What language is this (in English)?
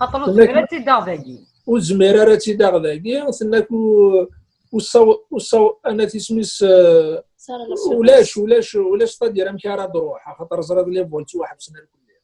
Kabyle